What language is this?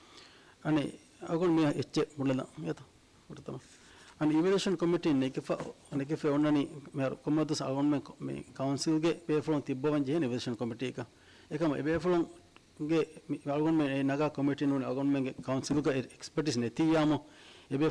Divehi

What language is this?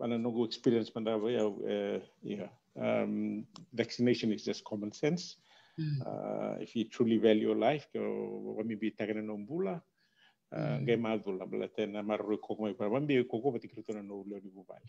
Fijian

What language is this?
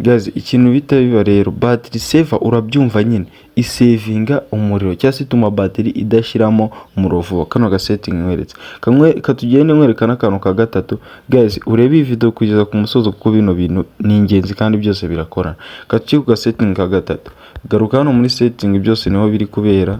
Kinyarwanda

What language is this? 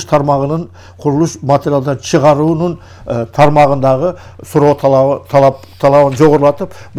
Kyrgyz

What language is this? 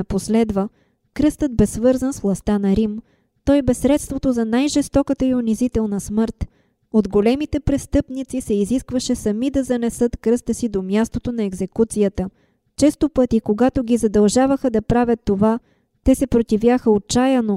Bulgarian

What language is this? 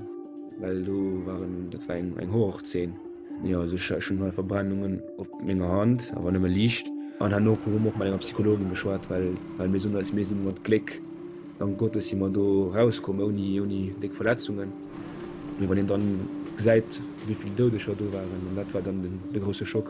Luxembourgish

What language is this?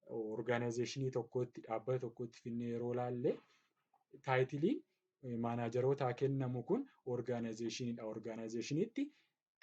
Oromo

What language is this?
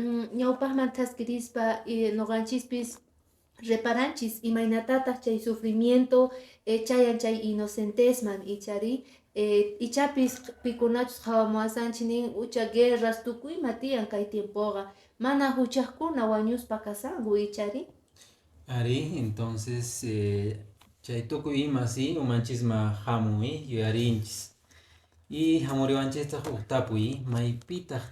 Quechua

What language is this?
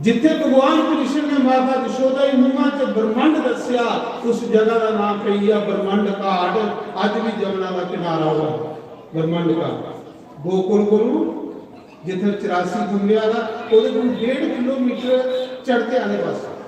Dogri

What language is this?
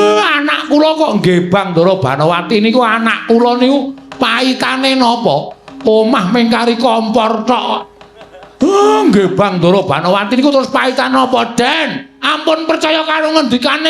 Javanese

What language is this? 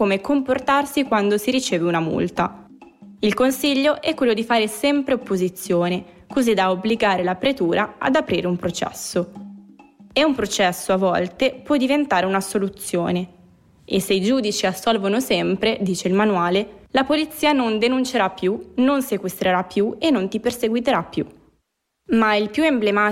Italian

